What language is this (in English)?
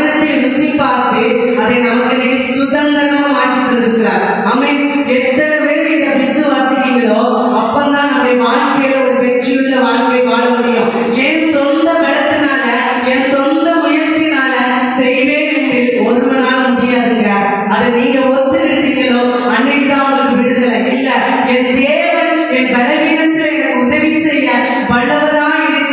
Tamil